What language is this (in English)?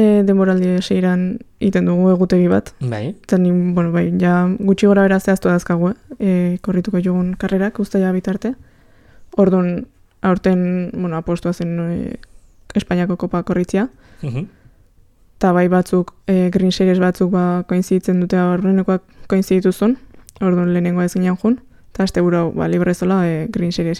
Basque